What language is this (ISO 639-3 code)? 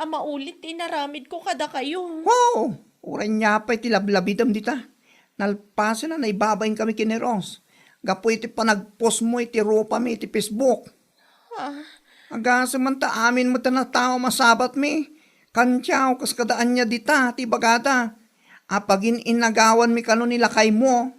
ilo